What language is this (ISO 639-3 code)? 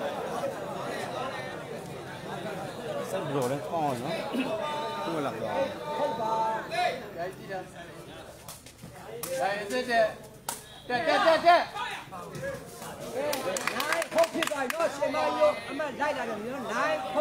mya